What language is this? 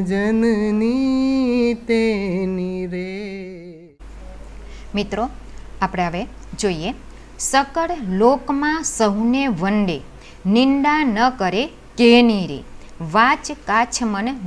Gujarati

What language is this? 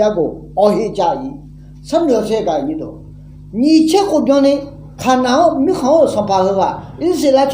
Akha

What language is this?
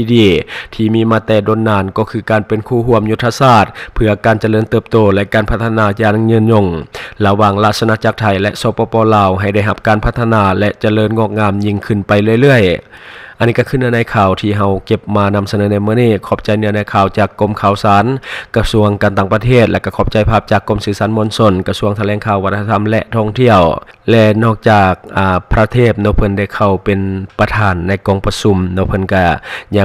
Lao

